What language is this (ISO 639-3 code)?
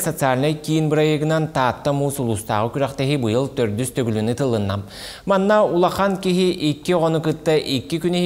sah